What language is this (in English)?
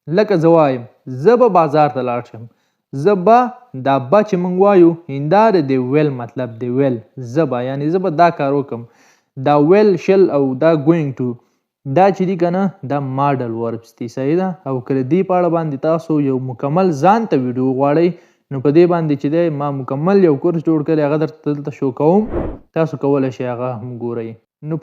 Pashto